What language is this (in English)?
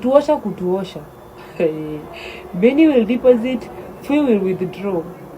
Swahili